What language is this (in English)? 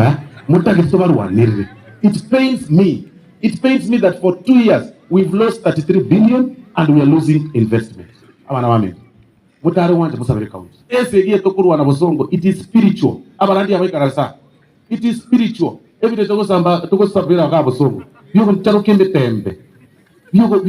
Gusii